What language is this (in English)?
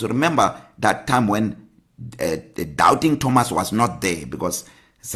English